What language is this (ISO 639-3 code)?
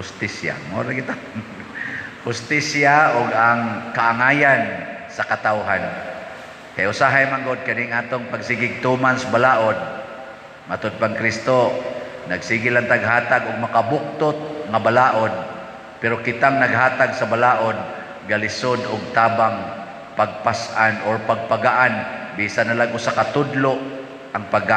ceb